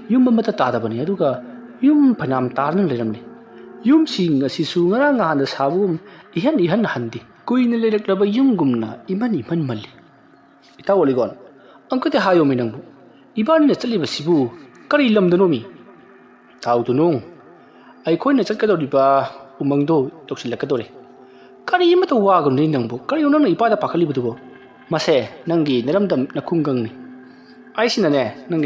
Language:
Manipuri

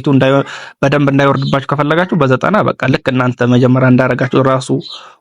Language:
Amharic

